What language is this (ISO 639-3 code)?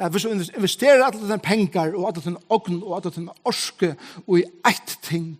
fao